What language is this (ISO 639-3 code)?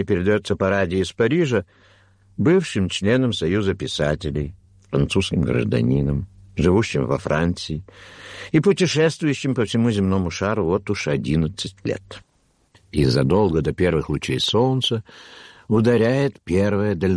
rus